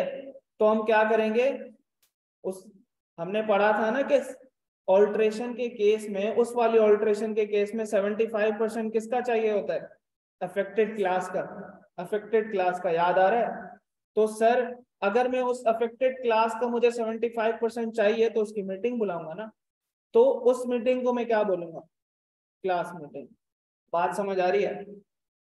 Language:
Hindi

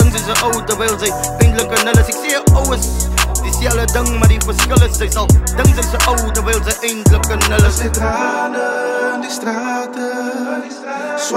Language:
Afrikaans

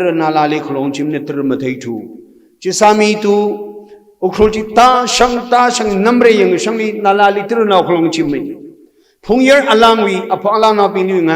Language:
Tangkhul Naga (India)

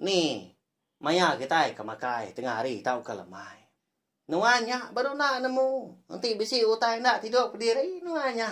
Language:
Iban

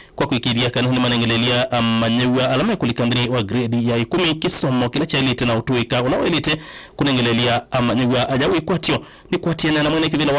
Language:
Kamba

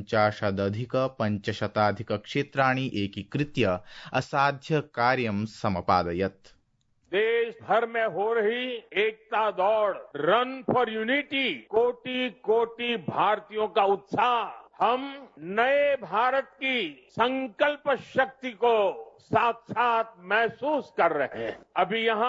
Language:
Sanskrit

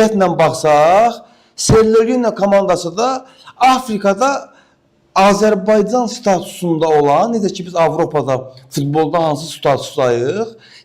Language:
Azerbaijani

